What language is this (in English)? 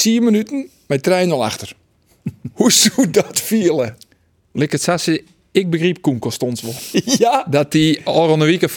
Western Frisian